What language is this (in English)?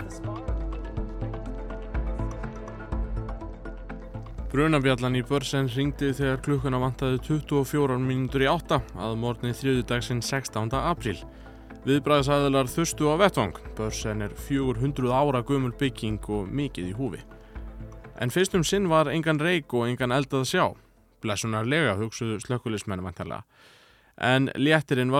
Icelandic